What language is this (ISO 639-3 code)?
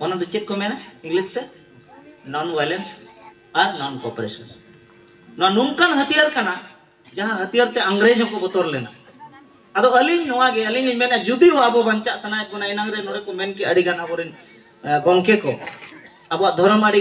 sat